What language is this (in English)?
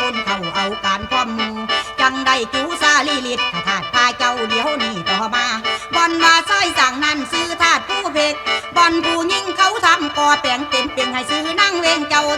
Northeastern Thai